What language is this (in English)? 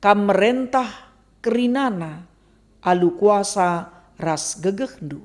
Batak Karo